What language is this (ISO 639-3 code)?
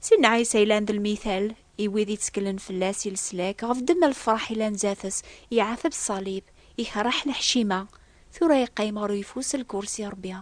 kab